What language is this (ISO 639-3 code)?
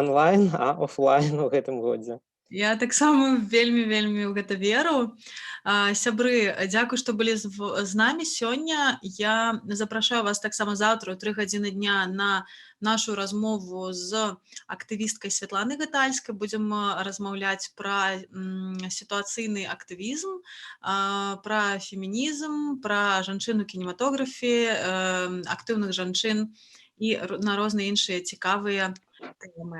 bel